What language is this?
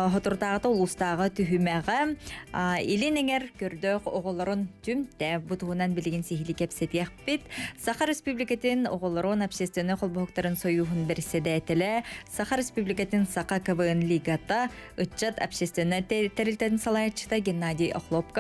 Yakut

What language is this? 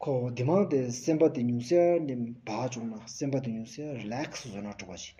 Stod Bhoti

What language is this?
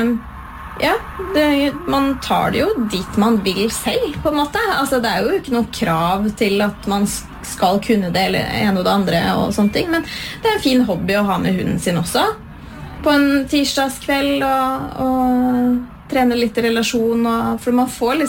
Norwegian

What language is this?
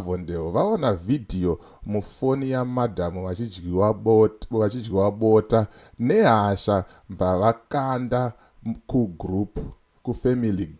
Shona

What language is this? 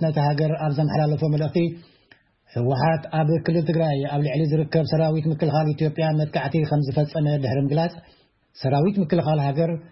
Tigrinya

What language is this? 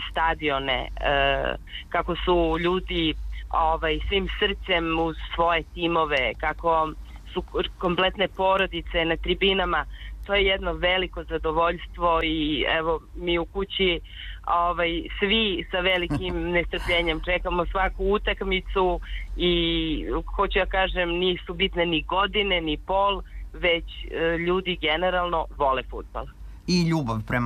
Serbian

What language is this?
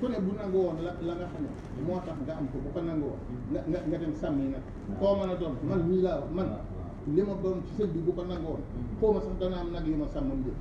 Wolof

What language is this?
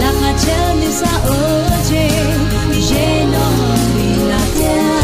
Akha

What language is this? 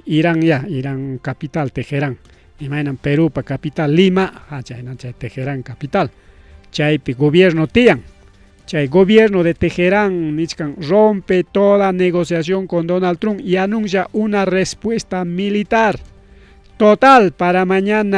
Ayacucho Quechua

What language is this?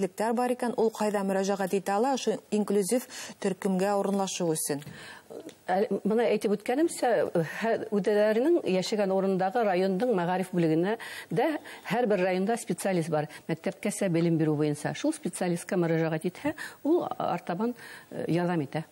Bashkir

